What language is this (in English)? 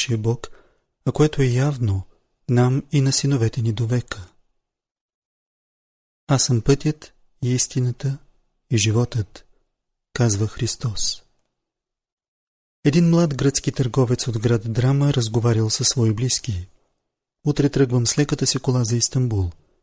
Bulgarian